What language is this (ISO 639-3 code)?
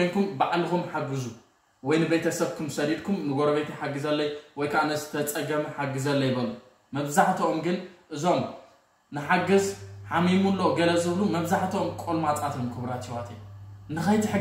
tir